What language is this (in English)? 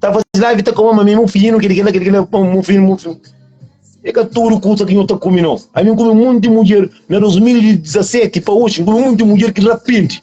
Kabuverdianu